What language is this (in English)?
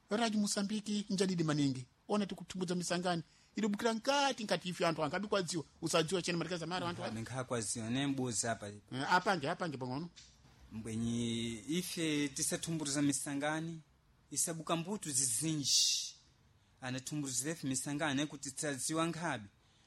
Sena